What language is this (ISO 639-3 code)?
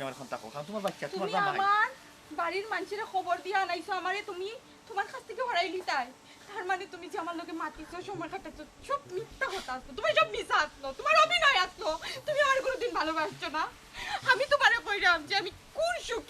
syl